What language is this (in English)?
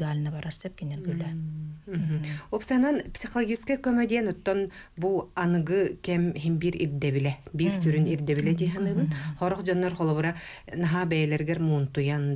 Yakut